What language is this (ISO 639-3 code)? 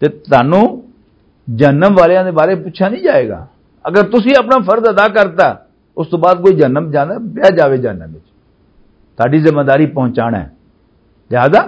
lah